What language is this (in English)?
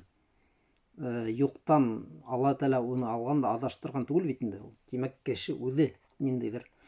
Bashkir